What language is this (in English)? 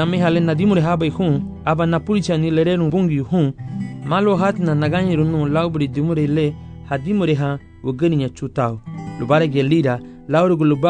Garifuna